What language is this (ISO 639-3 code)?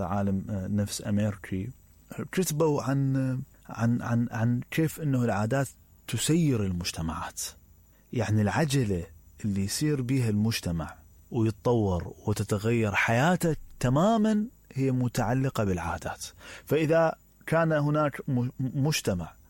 acm